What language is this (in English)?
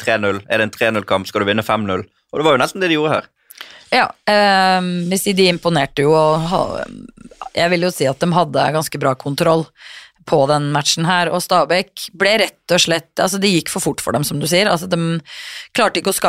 Norwegian